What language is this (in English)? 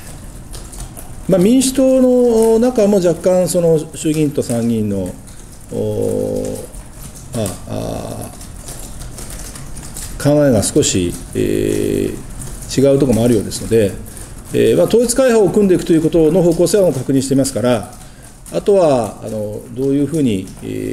Japanese